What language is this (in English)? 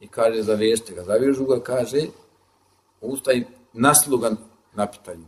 Bosnian